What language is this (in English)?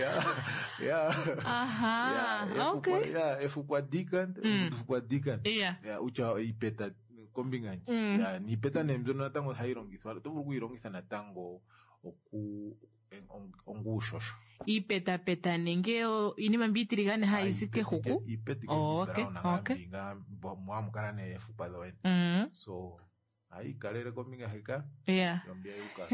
Kuanyama